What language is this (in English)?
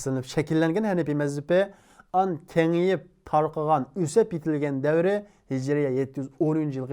Uyghur